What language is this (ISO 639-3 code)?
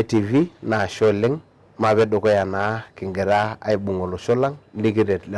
mas